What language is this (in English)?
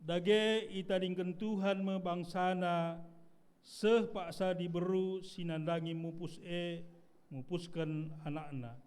Batak Karo